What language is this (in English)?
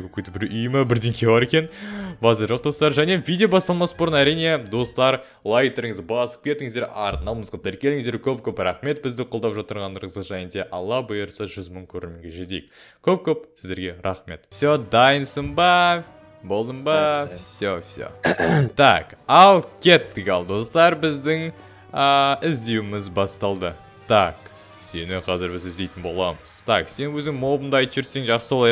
Kazakh